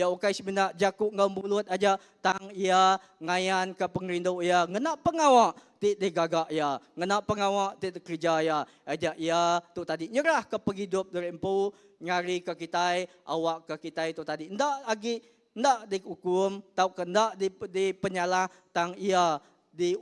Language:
Iban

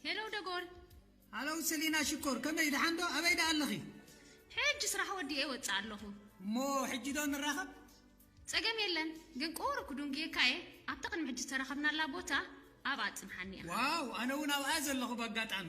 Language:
Tigrinya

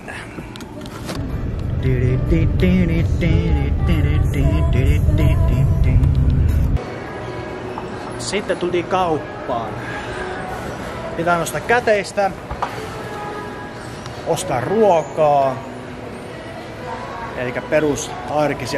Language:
Finnish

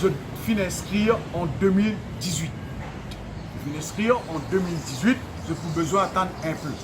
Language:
Morisyen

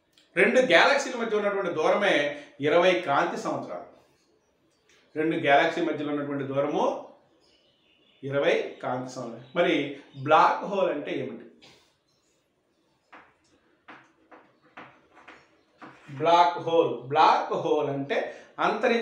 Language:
Telugu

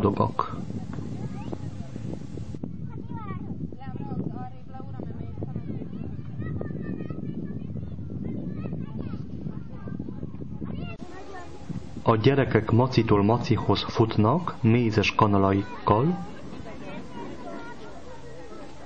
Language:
Hungarian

